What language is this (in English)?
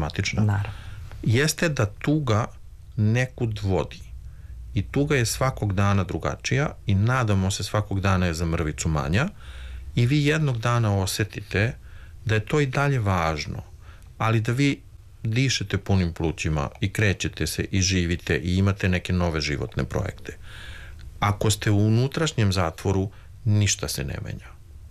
Serbian